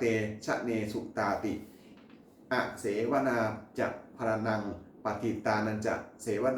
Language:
Pali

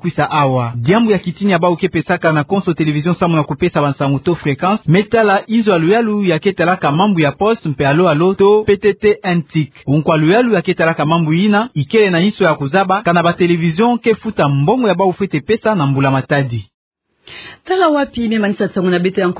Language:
Kituba (Democratic Republic of Congo)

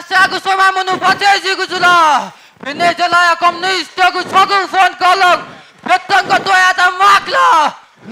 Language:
Newari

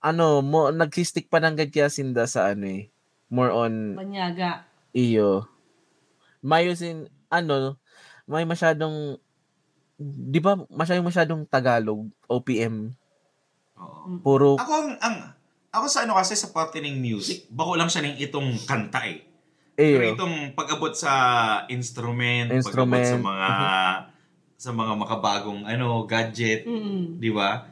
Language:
Bikol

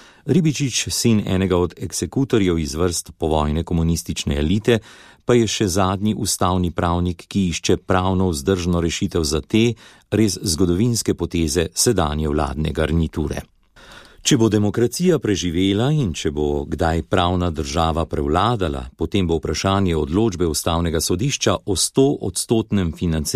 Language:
Slovenian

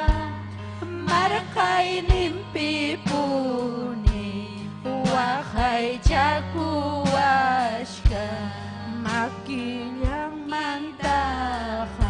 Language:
Ayacucho Quechua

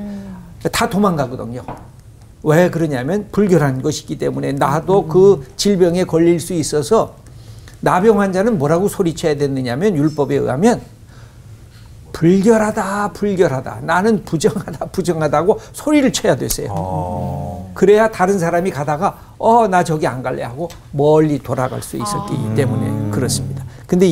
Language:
Korean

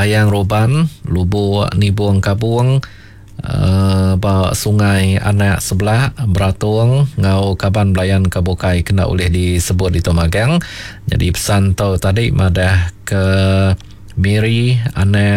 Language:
Iban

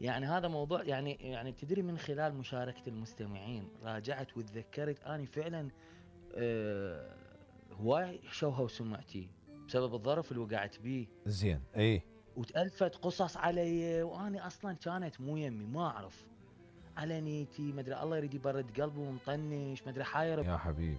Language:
Mesopotamian Arabic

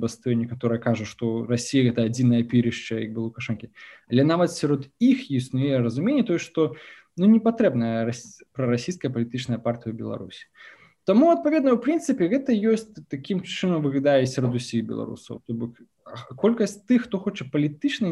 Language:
Belarusian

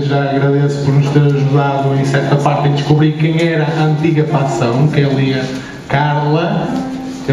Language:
Portuguese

